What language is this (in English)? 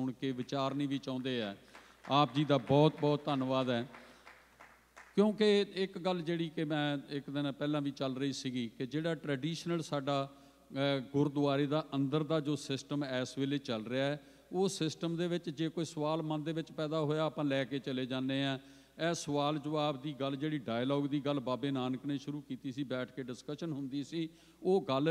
Punjabi